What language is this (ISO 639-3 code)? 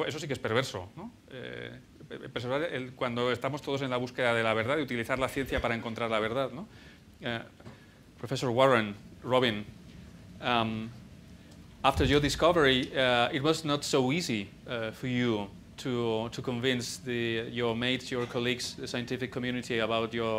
spa